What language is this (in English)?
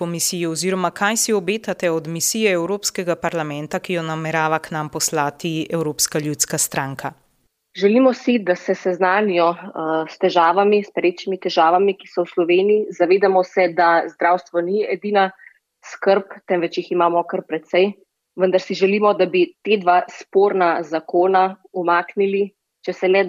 Slovenian